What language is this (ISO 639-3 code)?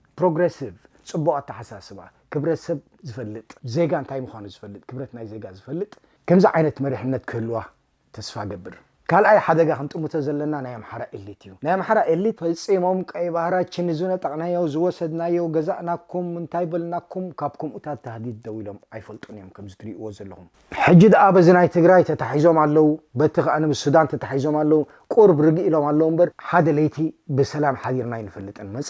tir